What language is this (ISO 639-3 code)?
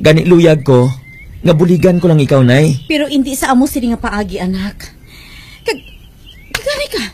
hil